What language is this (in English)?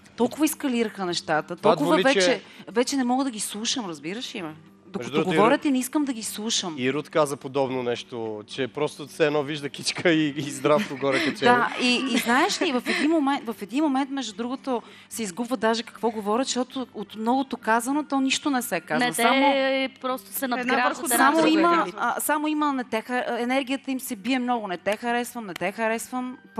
Bulgarian